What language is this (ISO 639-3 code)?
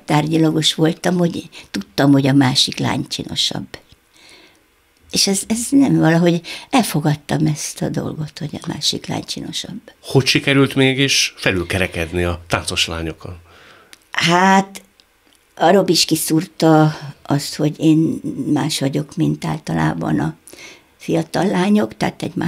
hun